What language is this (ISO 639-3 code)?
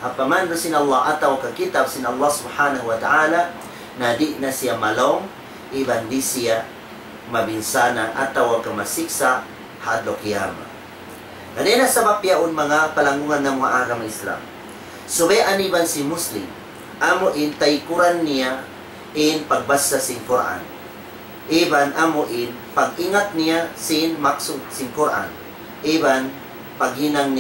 tsg